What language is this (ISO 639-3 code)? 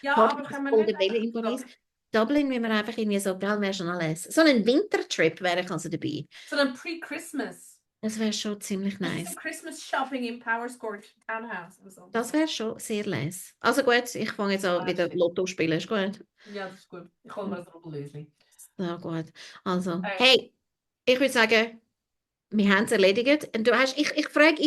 gsw